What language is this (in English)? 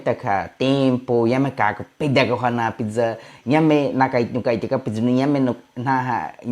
Baniwa